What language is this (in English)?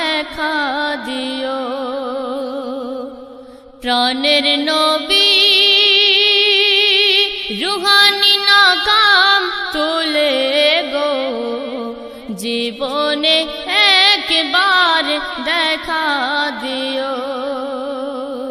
Bangla